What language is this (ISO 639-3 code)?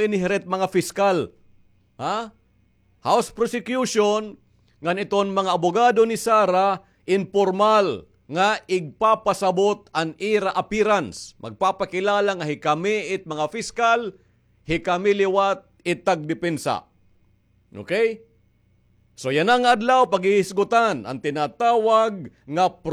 war